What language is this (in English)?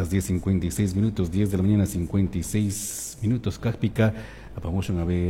Chimborazo Highland Quichua